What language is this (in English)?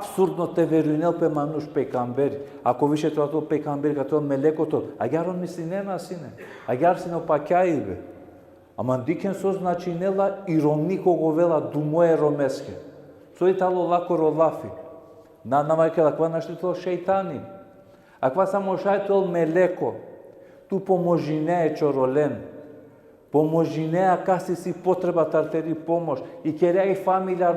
Balkan Romani